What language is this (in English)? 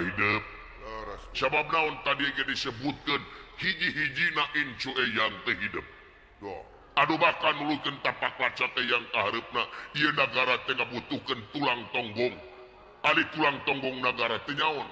Sundanese